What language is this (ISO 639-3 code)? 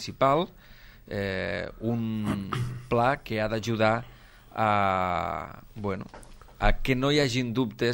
cat